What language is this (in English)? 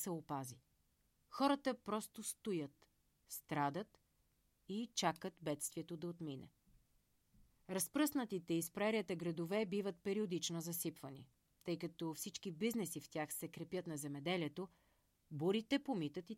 Bulgarian